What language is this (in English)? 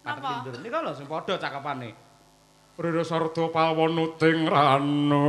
Javanese